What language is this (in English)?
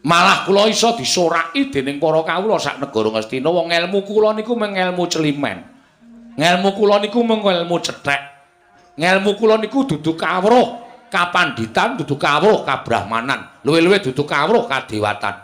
Javanese